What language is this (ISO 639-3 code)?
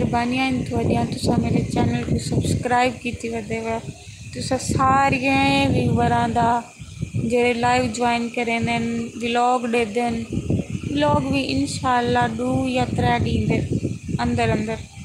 skr